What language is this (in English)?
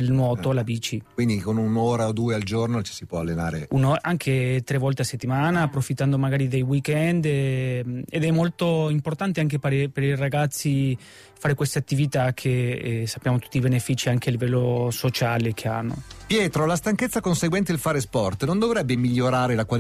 Italian